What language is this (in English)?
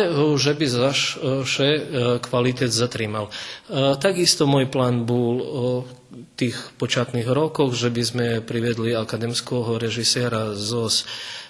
Rusyn